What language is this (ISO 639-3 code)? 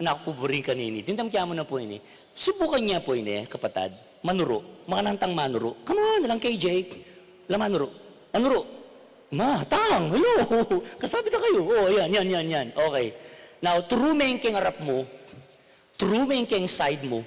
pam